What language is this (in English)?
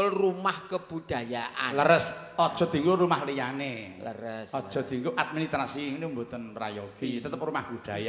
Javanese